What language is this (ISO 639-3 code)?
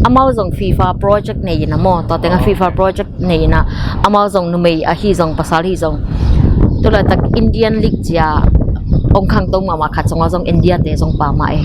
ctd